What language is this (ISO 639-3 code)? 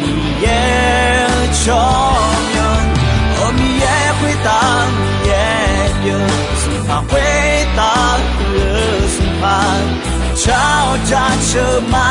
ahk